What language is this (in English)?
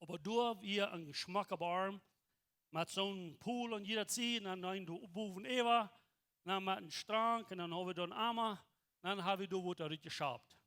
Plautdietsch